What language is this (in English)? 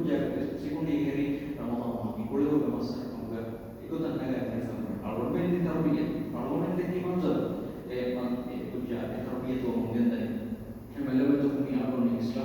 Divehi